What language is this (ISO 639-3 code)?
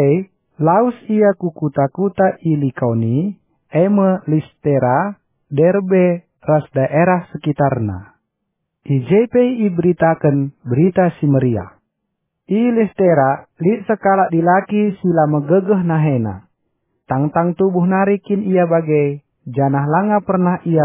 btx